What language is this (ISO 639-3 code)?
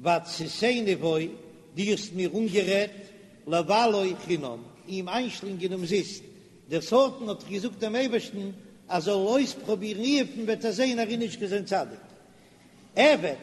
yid